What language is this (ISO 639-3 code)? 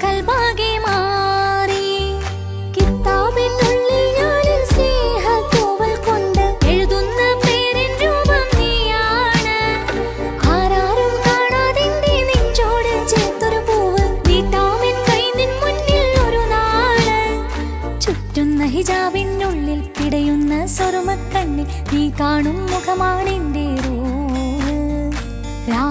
mal